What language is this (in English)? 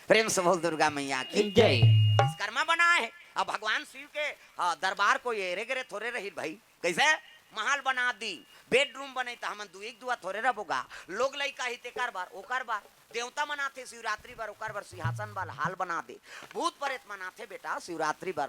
Chhattisgarhi